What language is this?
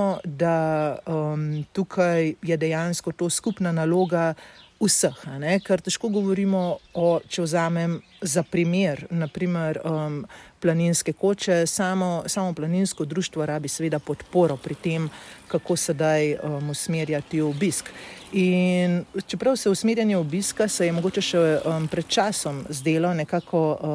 Slovenian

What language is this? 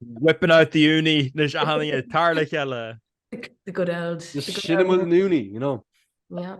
Irish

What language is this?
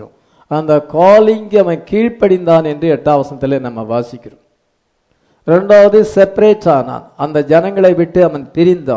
Tamil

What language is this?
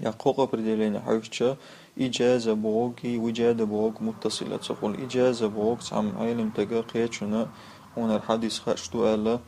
Chechen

